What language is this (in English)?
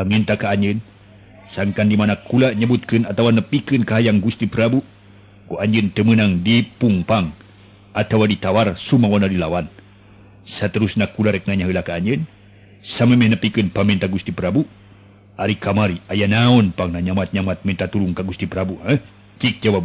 Sundanese